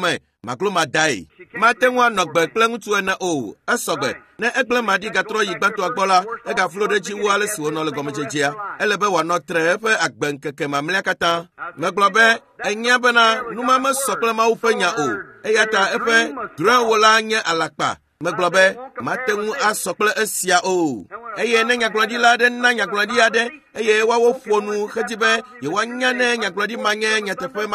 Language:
Ewe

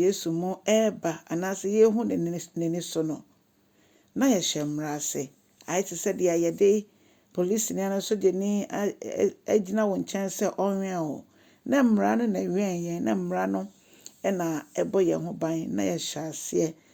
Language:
Akan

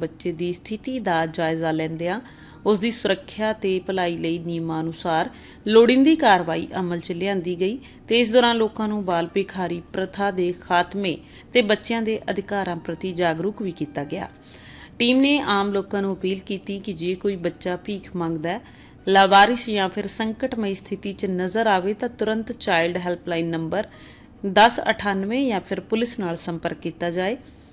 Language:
Punjabi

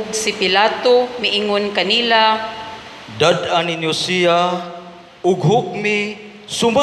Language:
Cebuano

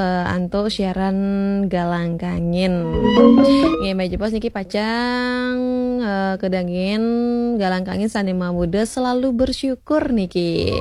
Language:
Balinese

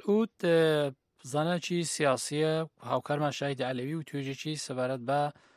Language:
Kurdish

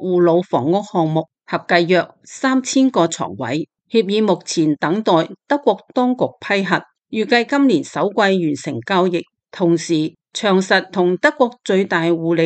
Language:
Cantonese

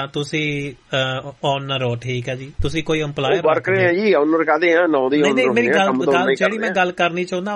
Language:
Punjabi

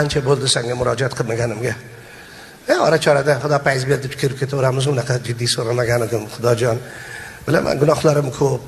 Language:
Uzbek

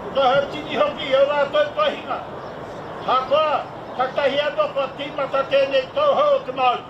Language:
Māori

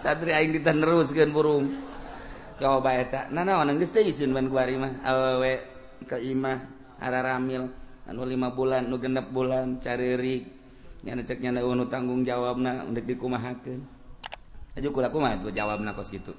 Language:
Sundanese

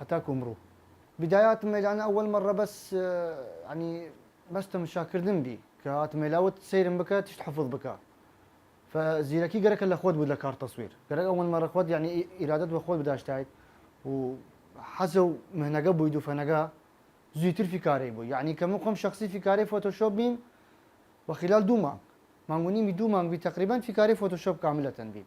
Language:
Southern Kurdish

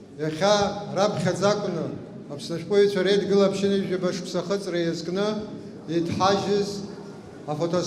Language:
Abkhazian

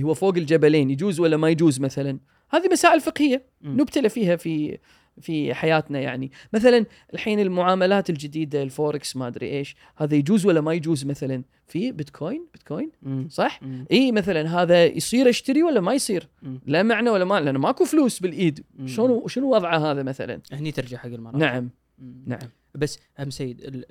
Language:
Gulf Arabic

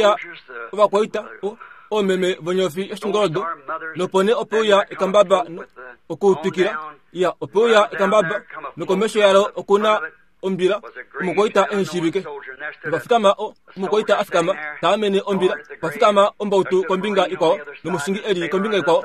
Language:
Kuanyama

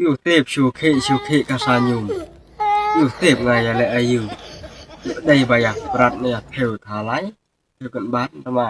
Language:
Khasi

